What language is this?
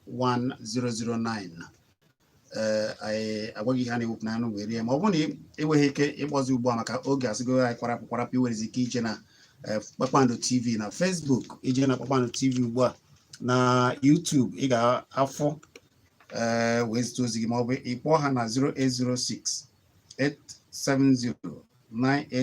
Igbo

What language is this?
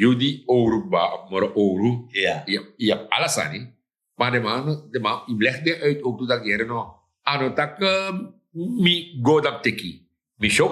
Sranan Tongo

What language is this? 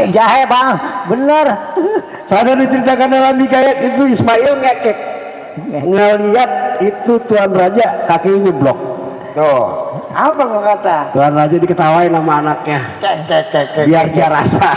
Betawi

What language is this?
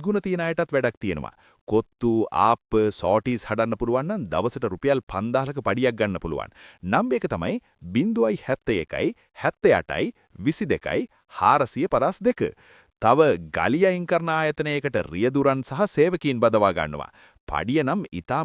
Sinhala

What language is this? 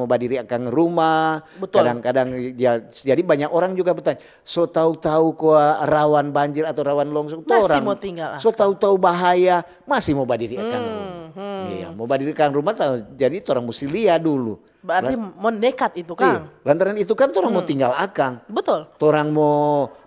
Manado Malay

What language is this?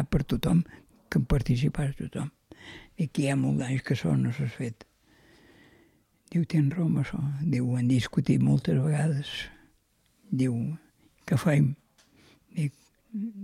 Catalan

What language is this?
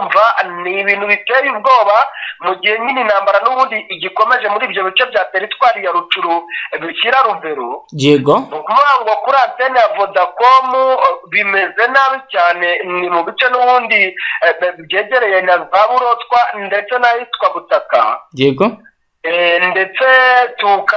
Kinyarwanda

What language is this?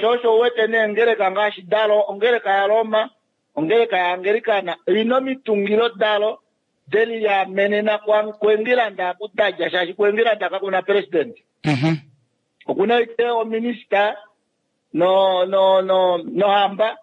Kuanyama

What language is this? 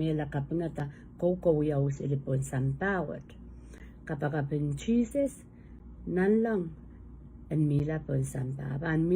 Pohnpeian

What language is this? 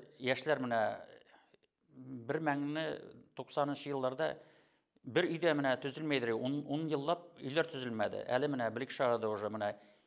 Bashkir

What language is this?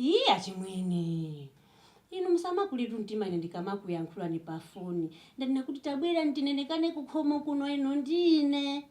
Nyanja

